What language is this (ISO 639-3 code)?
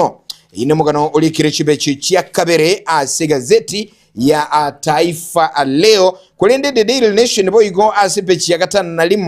guz